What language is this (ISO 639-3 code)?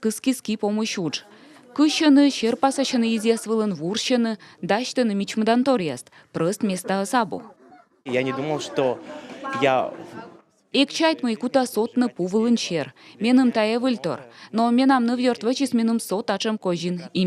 kom